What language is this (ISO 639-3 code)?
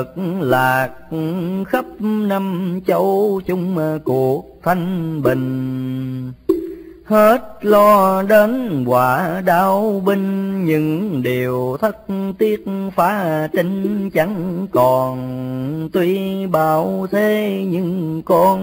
vie